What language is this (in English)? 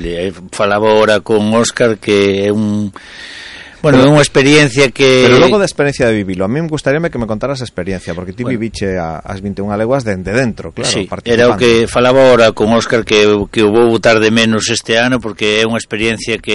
Galician